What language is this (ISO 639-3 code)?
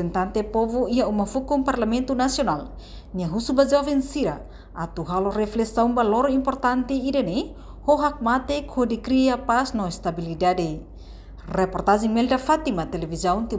tet